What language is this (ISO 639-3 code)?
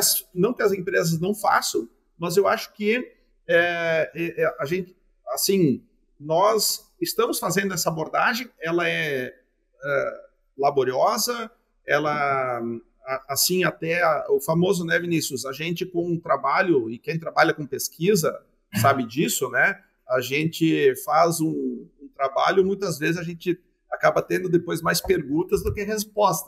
por